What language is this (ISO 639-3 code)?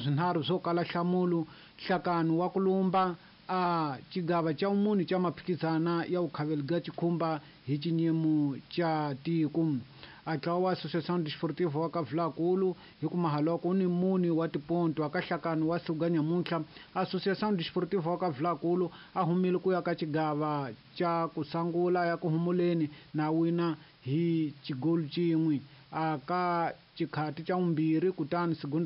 tso